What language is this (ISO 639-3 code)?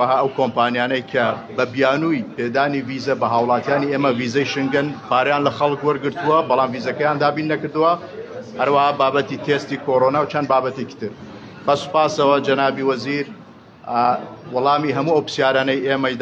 ckb